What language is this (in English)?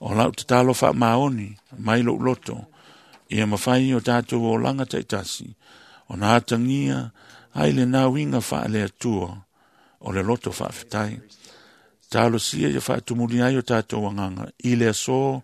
Samoan